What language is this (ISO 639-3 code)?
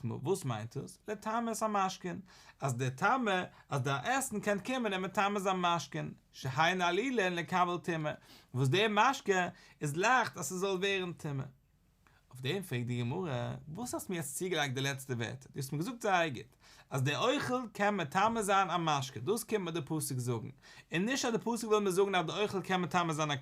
yid